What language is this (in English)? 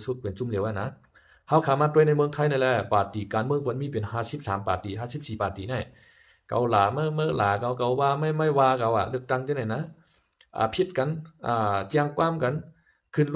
Shan